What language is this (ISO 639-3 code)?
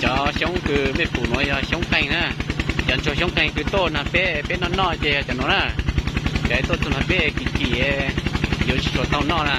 hmn